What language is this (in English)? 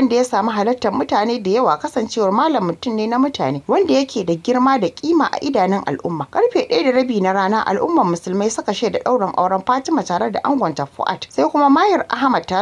Hausa